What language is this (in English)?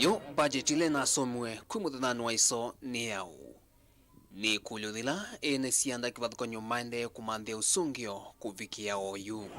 Kamba